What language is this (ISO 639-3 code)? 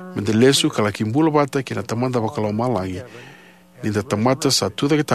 fij